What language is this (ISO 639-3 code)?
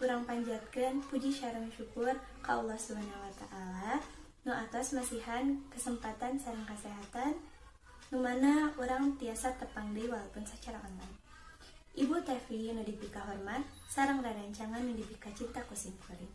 sun